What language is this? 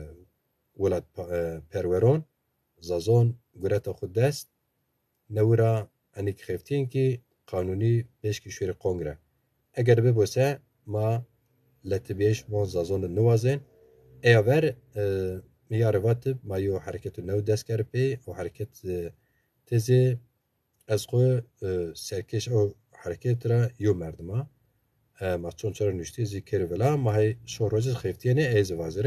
Zaza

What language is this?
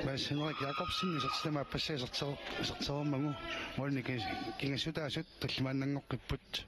Kalaallisut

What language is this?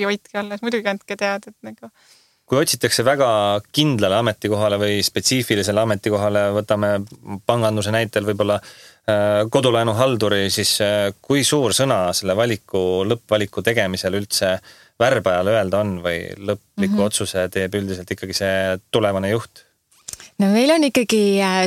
Estonian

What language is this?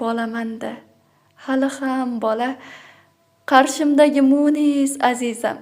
Uzbek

